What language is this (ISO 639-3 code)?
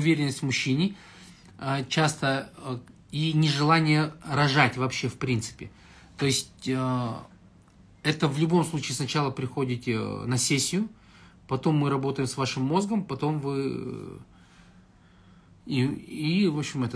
rus